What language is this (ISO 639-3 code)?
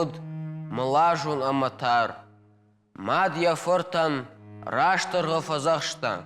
oss